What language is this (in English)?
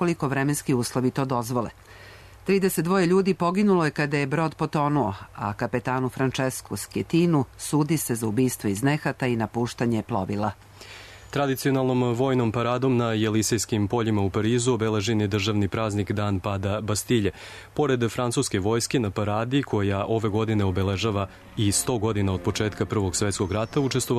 Serbian